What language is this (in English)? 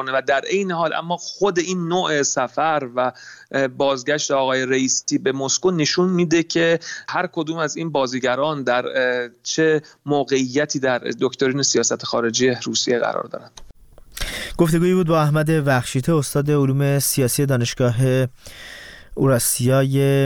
Persian